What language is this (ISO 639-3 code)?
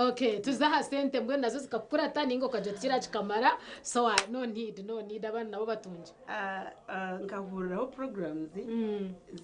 nyn